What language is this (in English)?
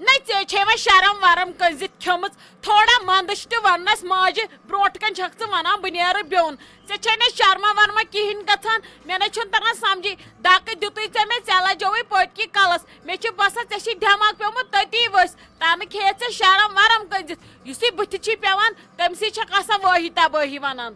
Kashmiri